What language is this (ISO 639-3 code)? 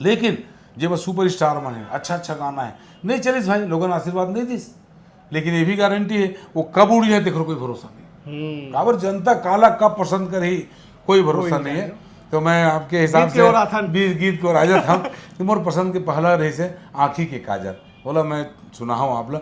hne